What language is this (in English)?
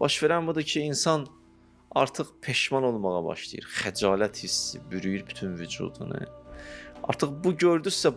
Azerbaijani